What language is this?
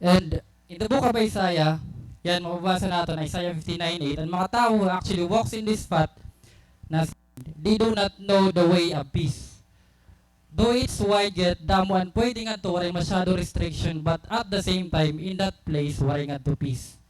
Waray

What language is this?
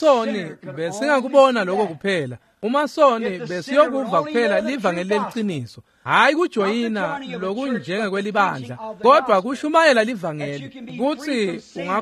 Swati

